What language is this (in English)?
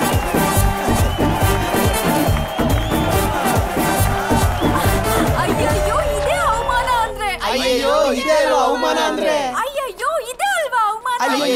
Kannada